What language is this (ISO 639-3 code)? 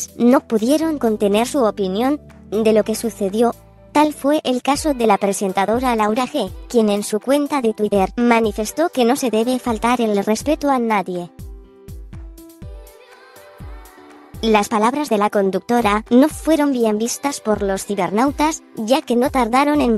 spa